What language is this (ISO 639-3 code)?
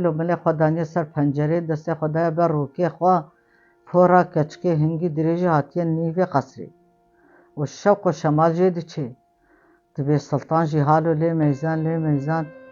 kur